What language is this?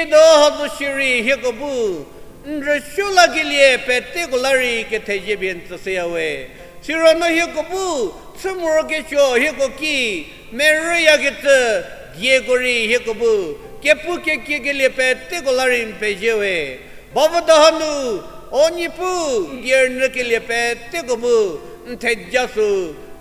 Angami Naga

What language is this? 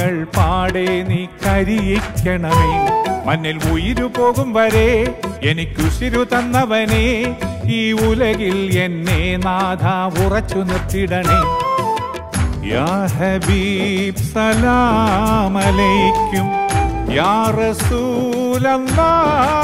Malayalam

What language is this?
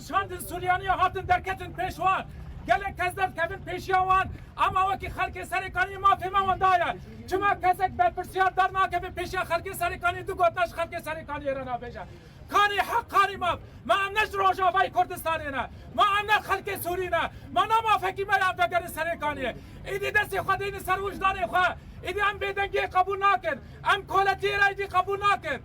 Kurdish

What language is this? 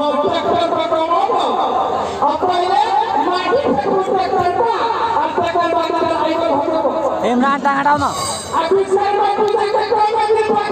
Maithili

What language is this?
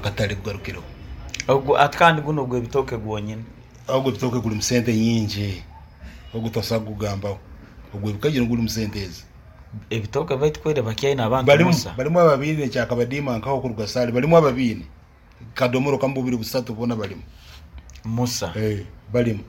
Nyoro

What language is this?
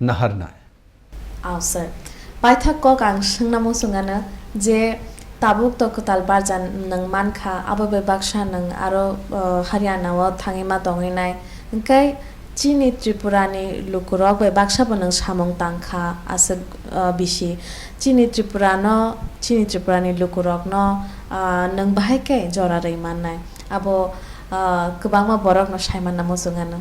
Kok Borok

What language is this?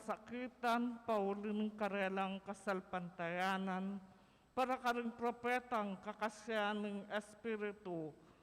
Pampanga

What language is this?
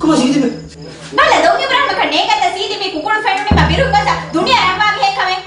Divehi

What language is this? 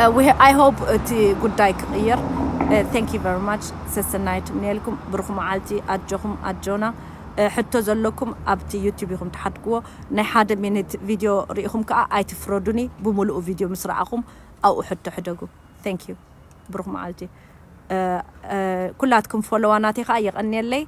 Tigrinya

